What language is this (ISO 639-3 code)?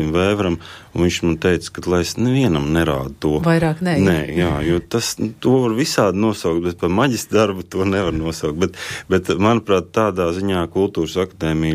lav